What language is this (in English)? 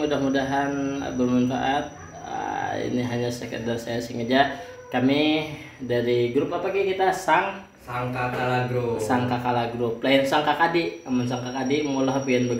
Banjar